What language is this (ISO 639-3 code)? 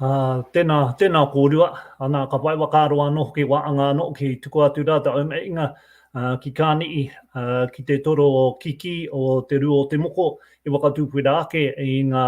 mri